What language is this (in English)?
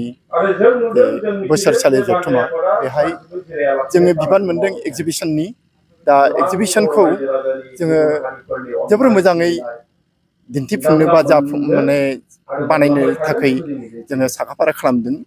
Bodo